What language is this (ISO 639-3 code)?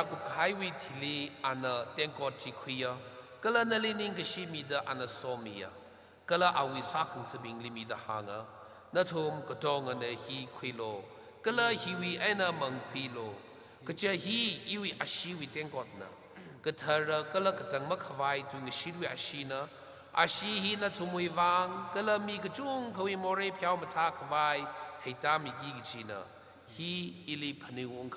nmf